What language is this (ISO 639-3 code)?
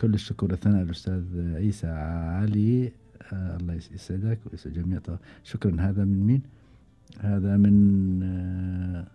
afb